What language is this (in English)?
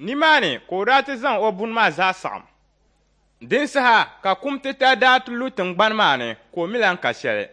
Dagbani